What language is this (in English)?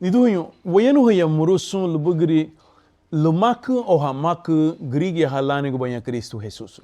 Garifuna